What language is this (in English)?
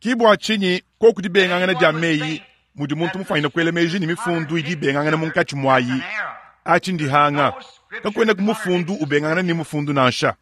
Luba-Lulua